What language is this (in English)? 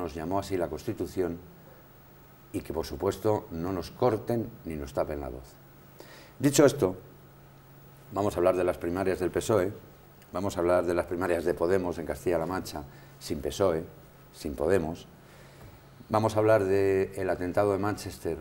Spanish